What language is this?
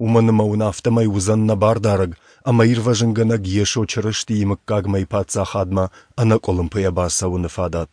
Ossetic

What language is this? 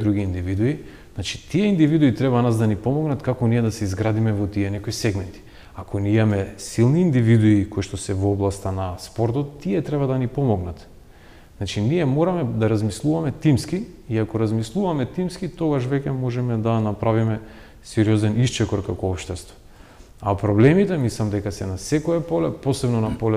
Macedonian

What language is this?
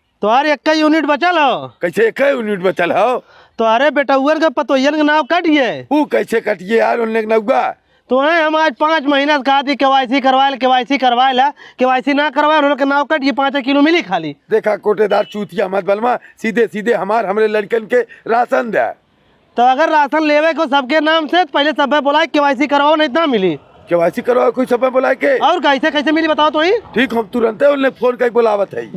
Bhojpuri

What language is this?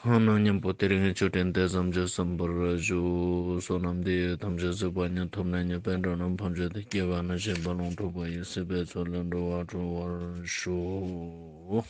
Ladakhi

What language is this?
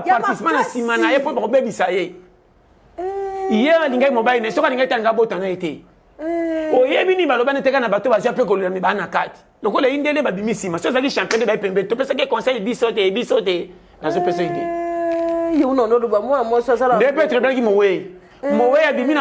Lingala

